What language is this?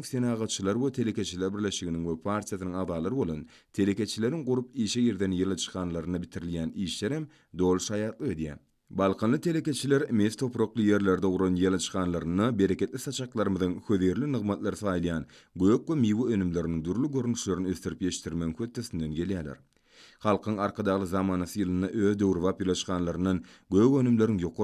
Turkmen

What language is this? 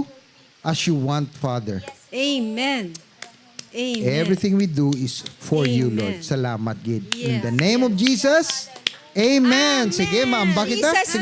Hiligaynon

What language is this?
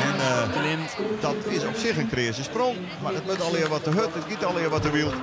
Western Frisian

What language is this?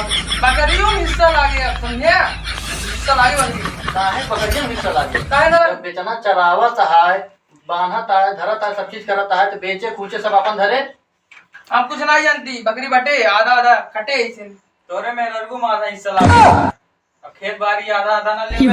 Awadhi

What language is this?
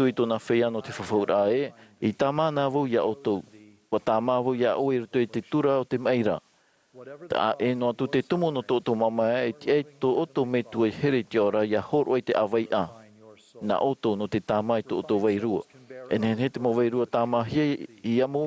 Tahitian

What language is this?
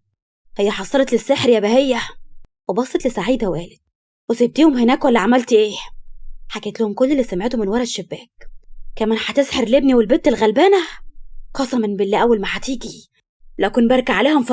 Egyptian Arabic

